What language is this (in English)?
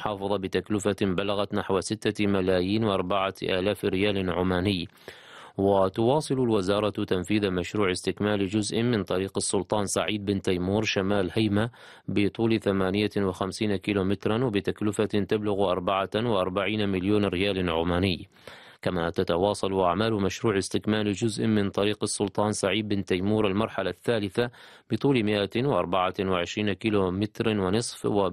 Arabic